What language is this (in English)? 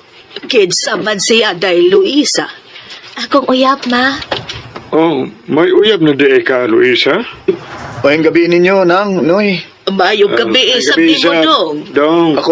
Cebuano